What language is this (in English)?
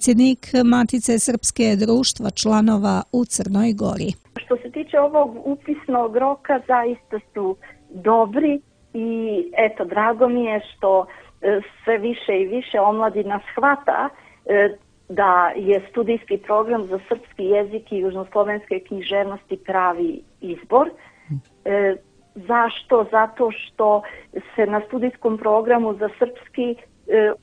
Serbian